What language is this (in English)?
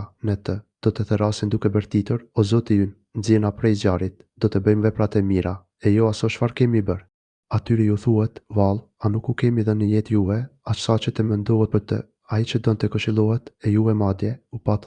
Albanian